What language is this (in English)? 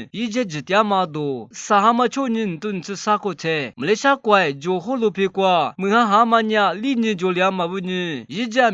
Lisu